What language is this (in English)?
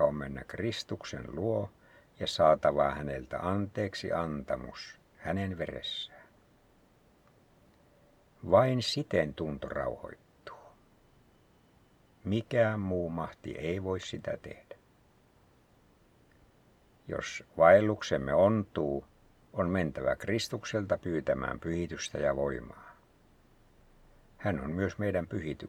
Finnish